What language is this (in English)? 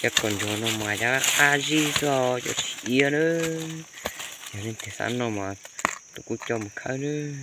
Hmong